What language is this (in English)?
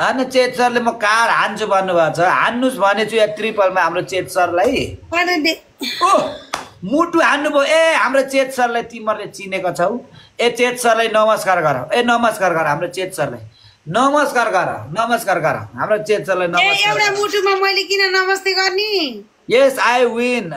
Nepali